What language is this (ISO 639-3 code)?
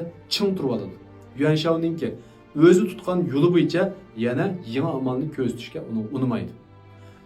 uig